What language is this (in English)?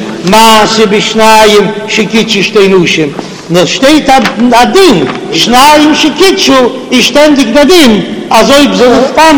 Yiddish